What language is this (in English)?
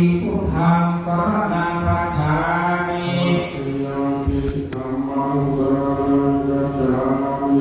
Pali